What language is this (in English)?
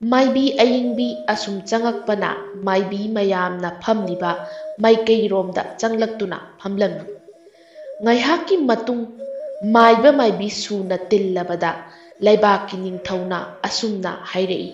Manipuri